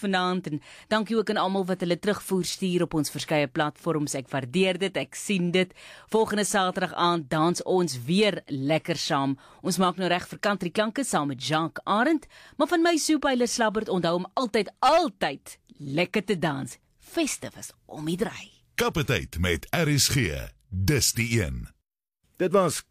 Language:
Afrikaans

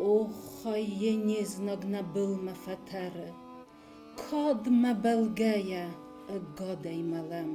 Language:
Ossetic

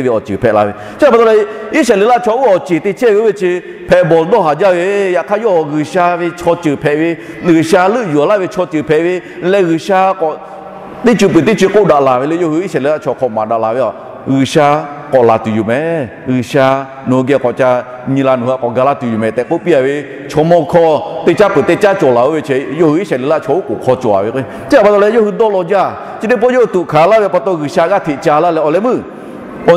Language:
Lahu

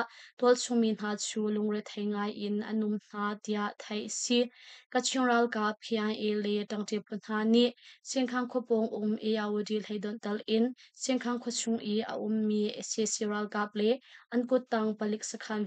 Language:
Hakha Chin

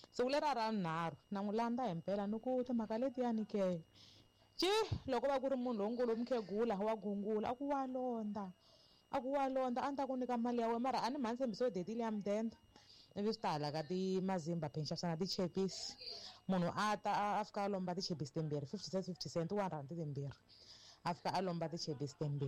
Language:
Tsonga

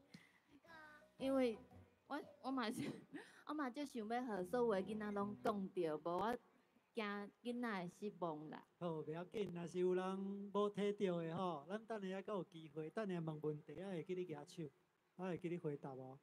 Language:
Min Nan Chinese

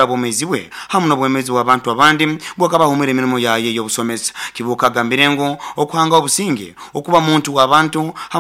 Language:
Nyoro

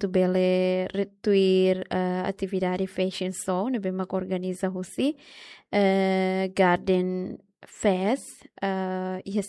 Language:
Tetum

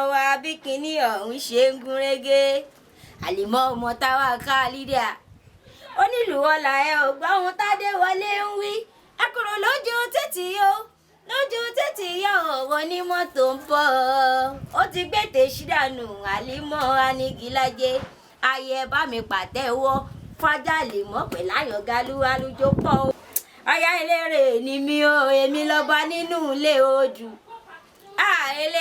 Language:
Yoruba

